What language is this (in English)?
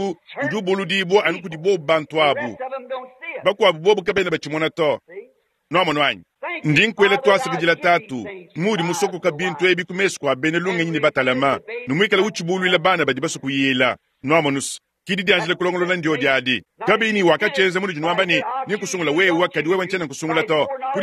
Luba-Lulua